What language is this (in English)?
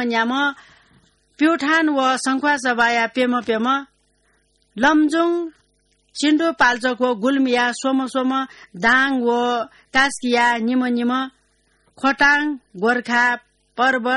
Newari